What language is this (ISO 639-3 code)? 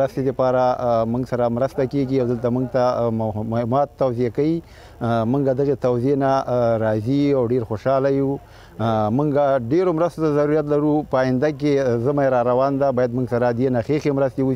pus